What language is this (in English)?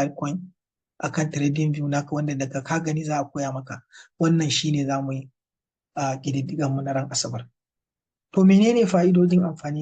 Hausa